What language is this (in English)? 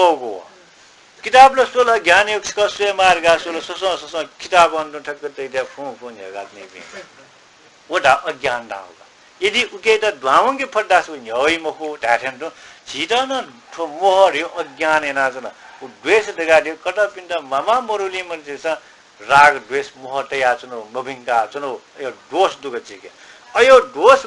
Newari